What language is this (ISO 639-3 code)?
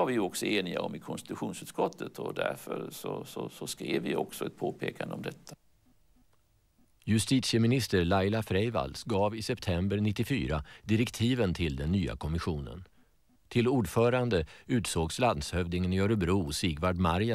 swe